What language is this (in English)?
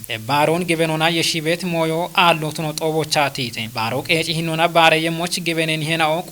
Kafa